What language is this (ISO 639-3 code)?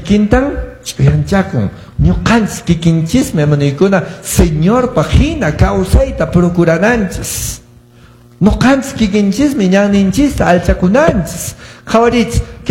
que